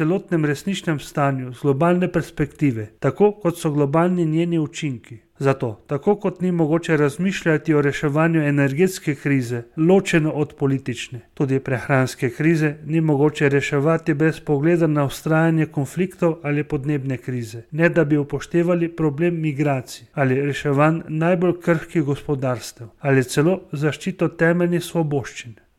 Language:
Slovenian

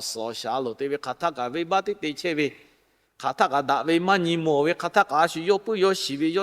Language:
Lahu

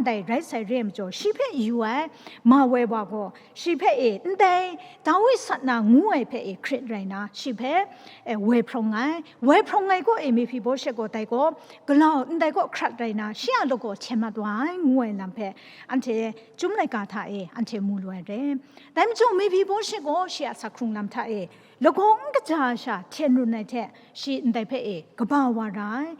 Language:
Kachin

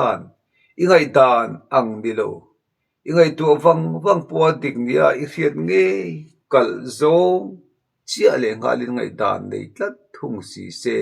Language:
Mizo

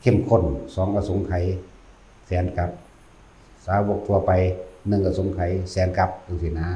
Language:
Northeastern Thai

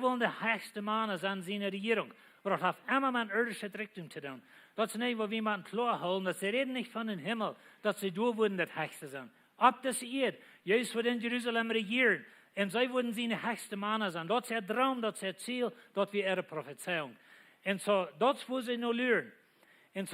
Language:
Plautdietsch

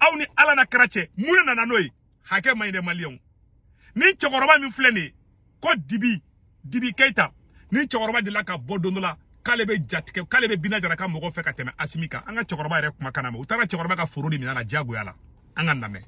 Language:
Bambara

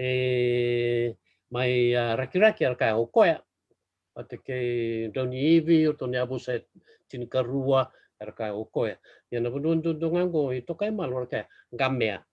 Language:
Fijian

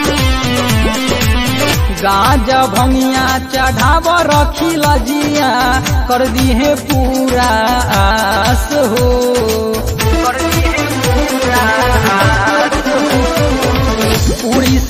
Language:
Bhojpuri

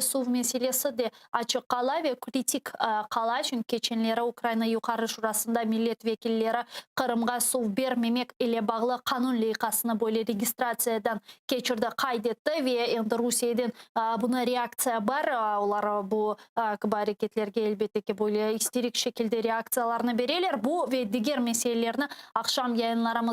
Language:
Crimean Tatar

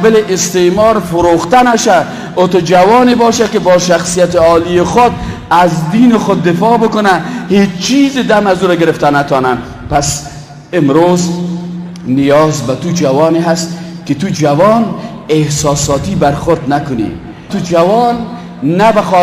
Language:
Persian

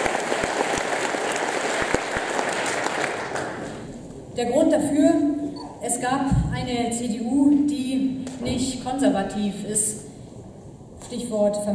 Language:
German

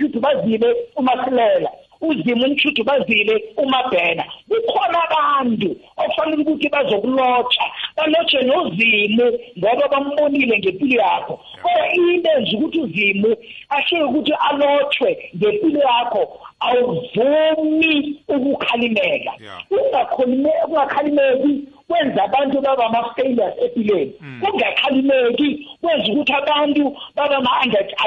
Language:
South Ndebele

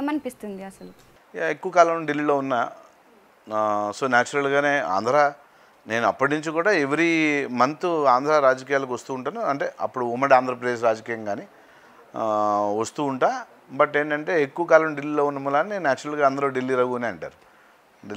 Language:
Telugu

